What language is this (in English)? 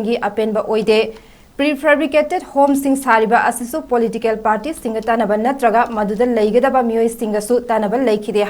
Manipuri